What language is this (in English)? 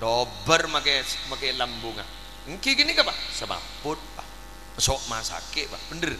Madurese